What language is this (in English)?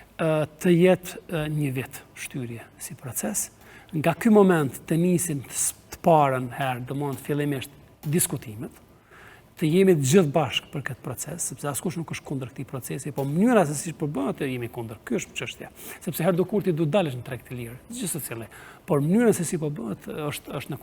Albanian